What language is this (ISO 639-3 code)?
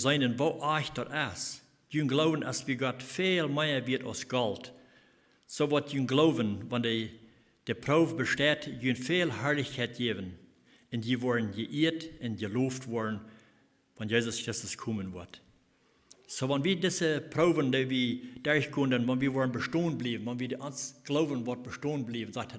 pdt